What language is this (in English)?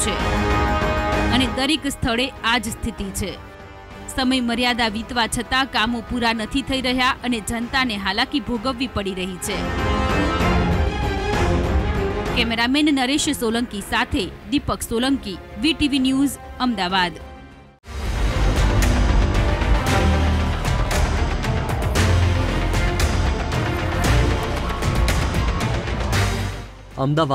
Gujarati